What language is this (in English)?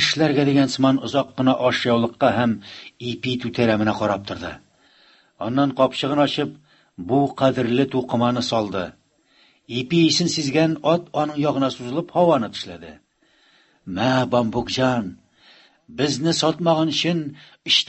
Tatar